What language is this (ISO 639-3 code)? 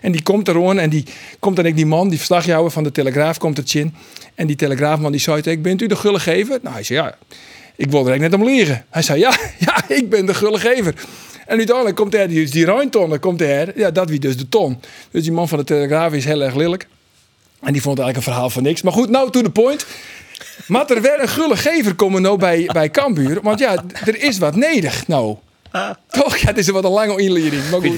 fry